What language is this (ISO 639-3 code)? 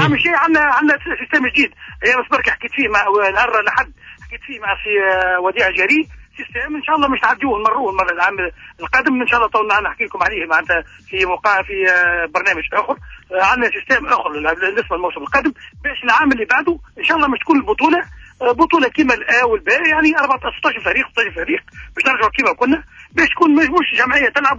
aeb